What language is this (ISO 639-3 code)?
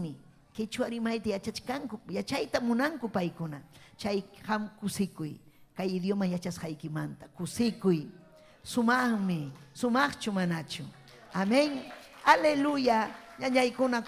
quy